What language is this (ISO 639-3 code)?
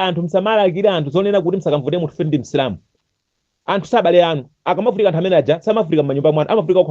nya